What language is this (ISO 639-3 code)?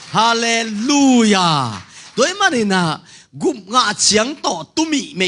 ctd